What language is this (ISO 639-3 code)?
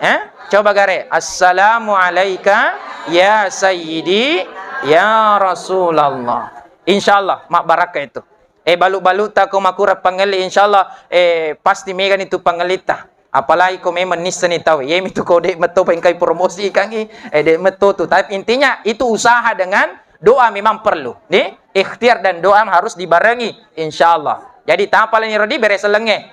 bug